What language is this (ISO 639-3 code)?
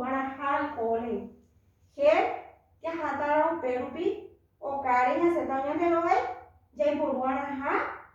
grn